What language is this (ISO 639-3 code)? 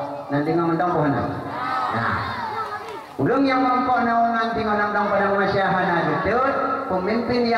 ace